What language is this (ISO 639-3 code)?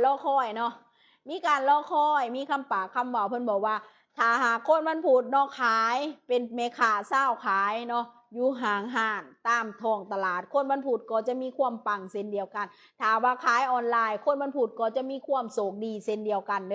lao